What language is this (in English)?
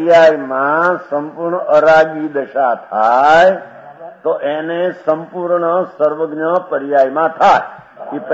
Gujarati